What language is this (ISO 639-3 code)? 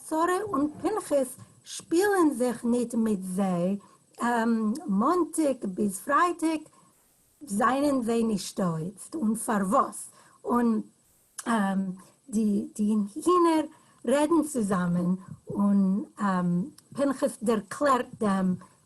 yid